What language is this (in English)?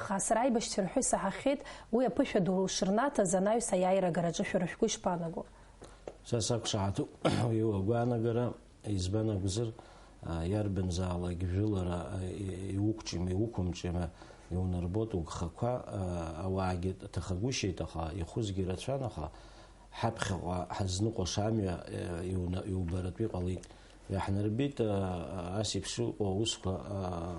Abkhazian